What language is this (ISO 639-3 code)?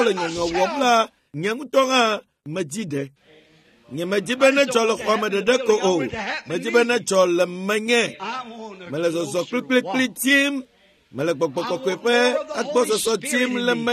ewe